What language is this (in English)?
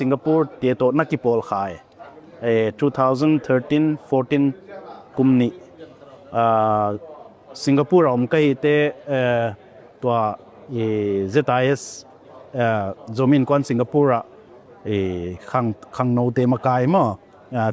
Tedim Chin